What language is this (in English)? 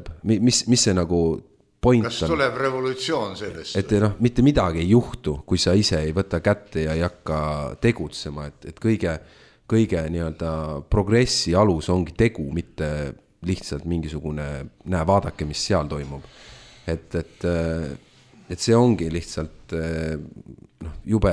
Estonian